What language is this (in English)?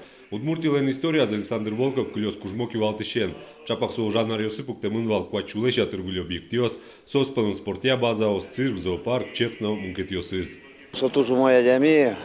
Udmurt